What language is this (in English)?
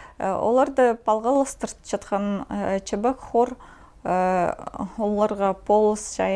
Khakas